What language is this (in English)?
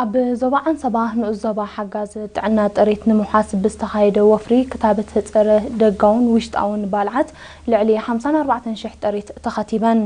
Tigrinya